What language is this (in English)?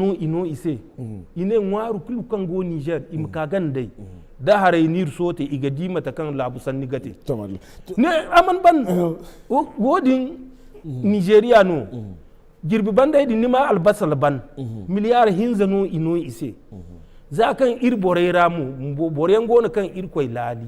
Zarma